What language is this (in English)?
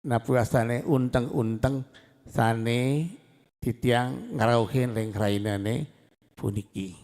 Balinese